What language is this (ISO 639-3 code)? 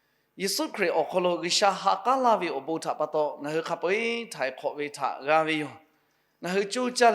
lhu